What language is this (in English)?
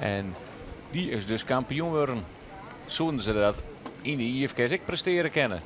Western Frisian